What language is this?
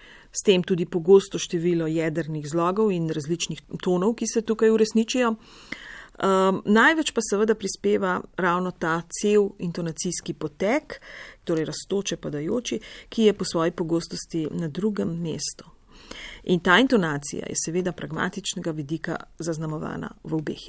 Slovenian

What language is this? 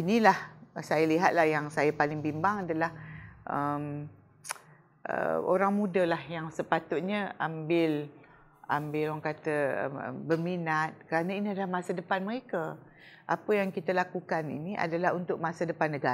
Malay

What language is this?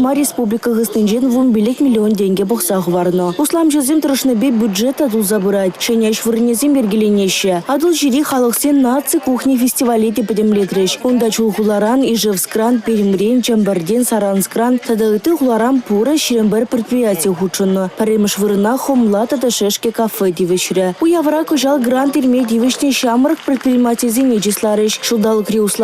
Chuvash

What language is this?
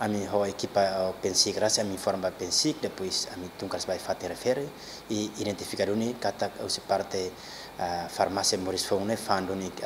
Tetum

